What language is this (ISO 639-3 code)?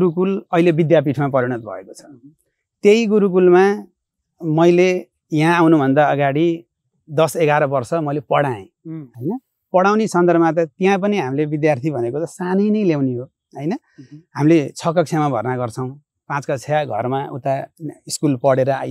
nep